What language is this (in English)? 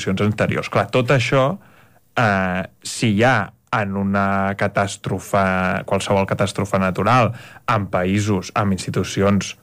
Catalan